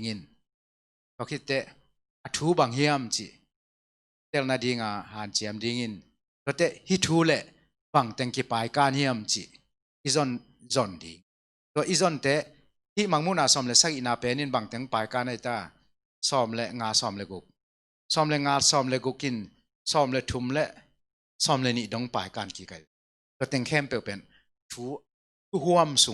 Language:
Tedim Chin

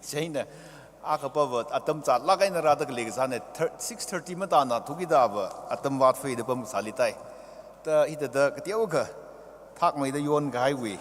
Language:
Tangkhul Naga (India)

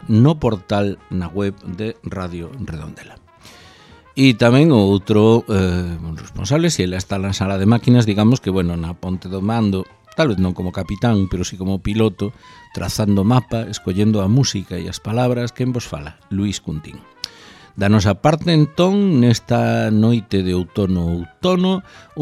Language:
Galician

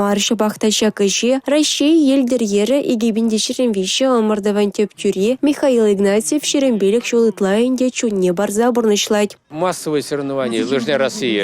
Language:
Chuvash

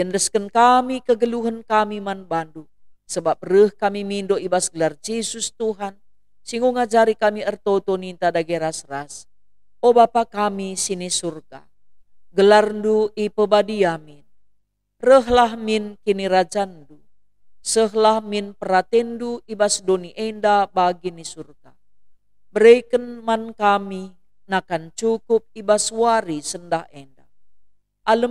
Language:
Batak Karo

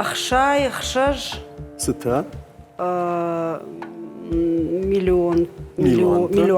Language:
Ossetic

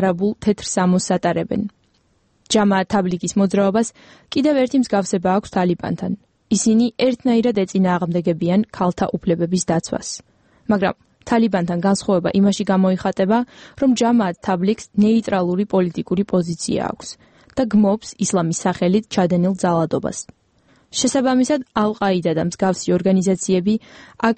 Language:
Georgian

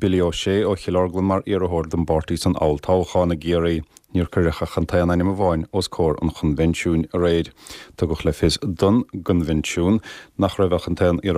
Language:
Irish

